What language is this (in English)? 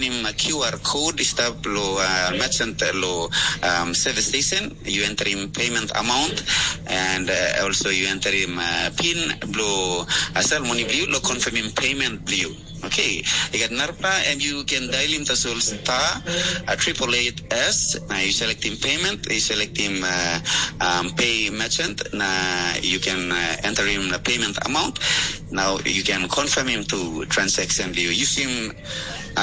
Tok Pisin